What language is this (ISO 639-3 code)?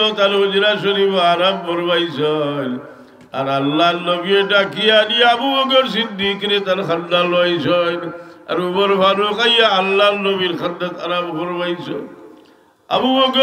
syl